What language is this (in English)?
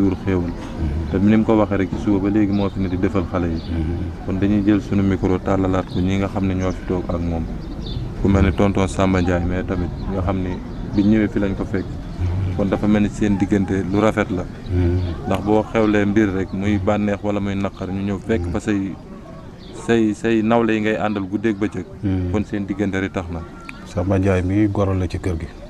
Wolof